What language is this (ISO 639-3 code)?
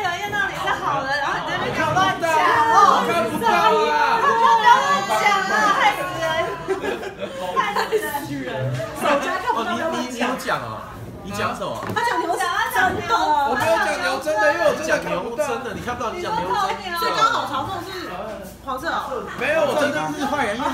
zho